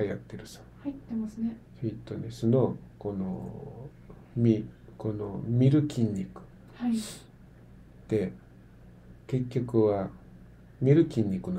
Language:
Japanese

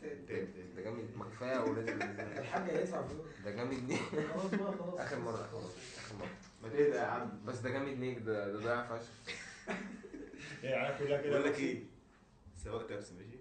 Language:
Egyptian Arabic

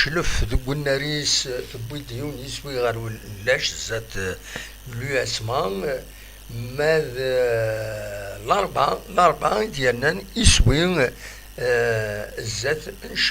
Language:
Kabyle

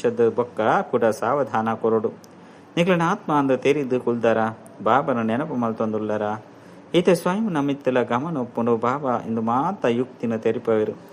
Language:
Tulu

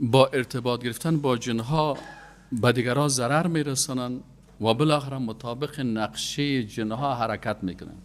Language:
Persian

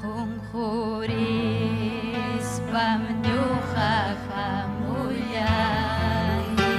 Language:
Ayacucho Quechua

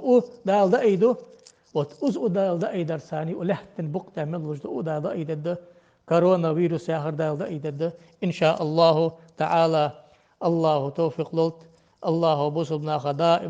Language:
Ingush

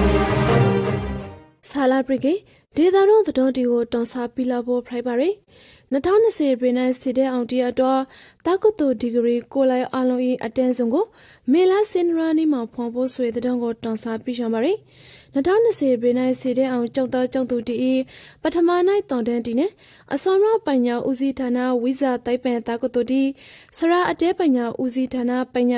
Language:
Rakhine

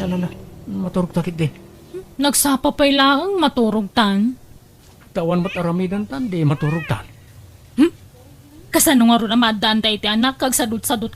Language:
Iloko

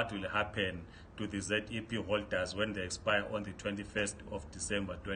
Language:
English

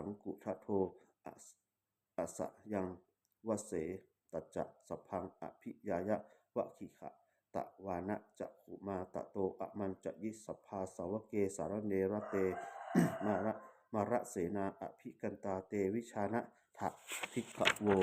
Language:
Pali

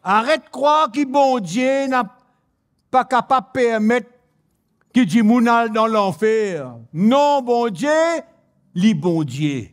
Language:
Morisyen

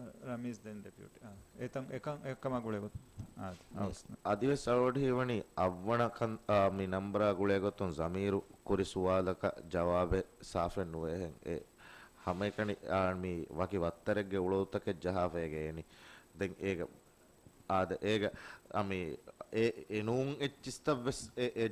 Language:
Divehi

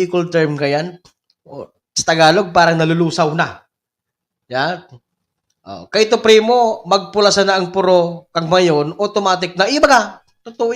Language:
Bikol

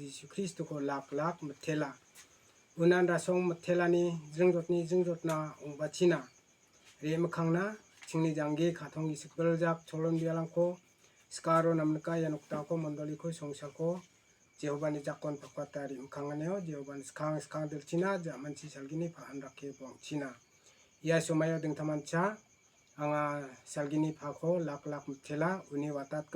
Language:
Garo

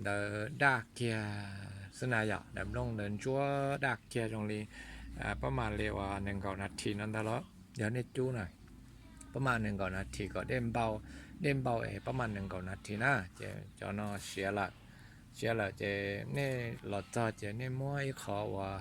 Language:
Hmong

